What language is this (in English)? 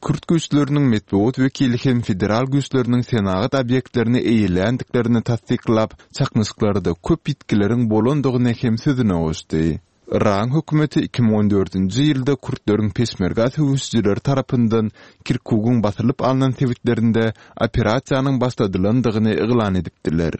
Turkmen